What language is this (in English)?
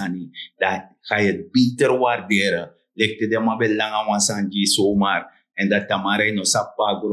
Sranan Tongo